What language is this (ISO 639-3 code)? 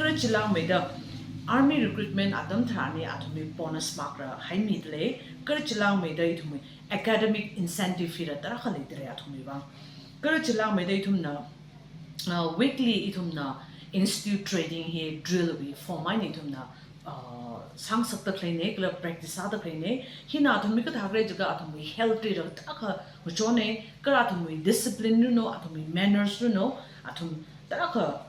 nmf